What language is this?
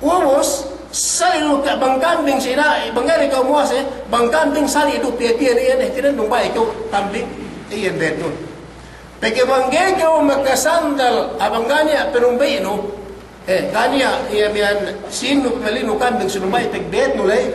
Yakan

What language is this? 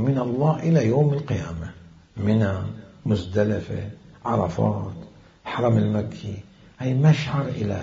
Mesopotamian Arabic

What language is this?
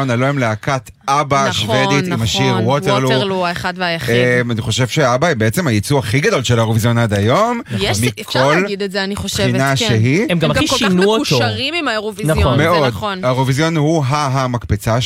Hebrew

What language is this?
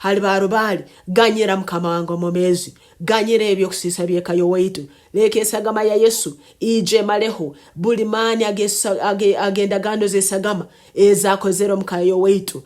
Nyankole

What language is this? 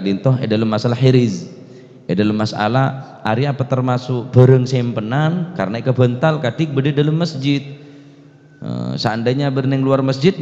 Madurese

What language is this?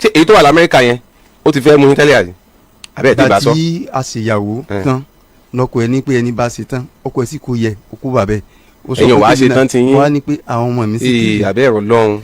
Yoruba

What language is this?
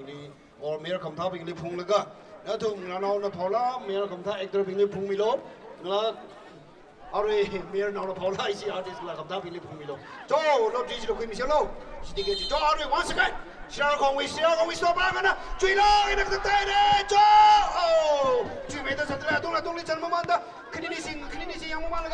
Tangkhul Naga (India)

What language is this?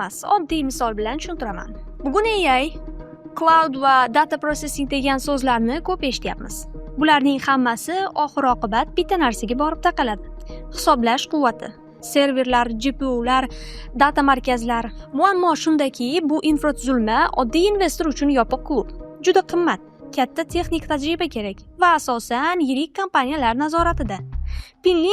Uzbek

